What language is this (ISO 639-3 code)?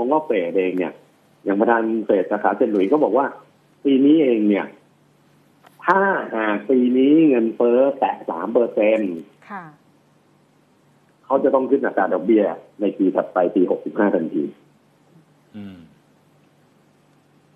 tha